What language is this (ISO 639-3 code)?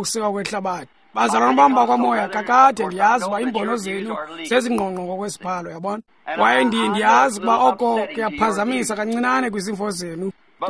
xho